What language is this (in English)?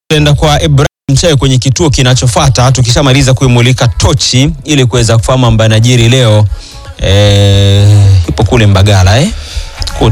Swahili